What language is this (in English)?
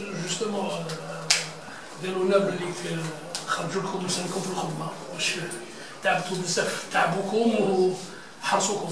Algerian Arabic